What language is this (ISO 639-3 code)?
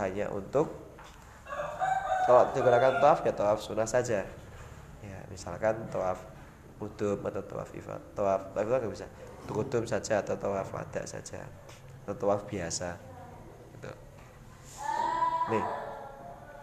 ind